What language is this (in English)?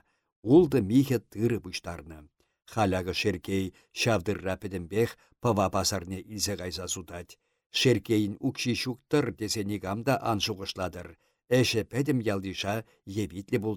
Chuvash